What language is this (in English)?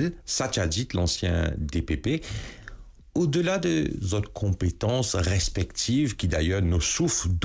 Morisyen